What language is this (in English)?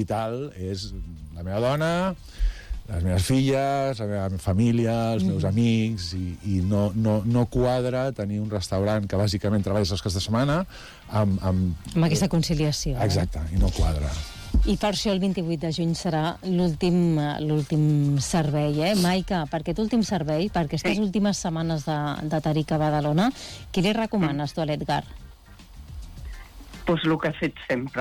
Catalan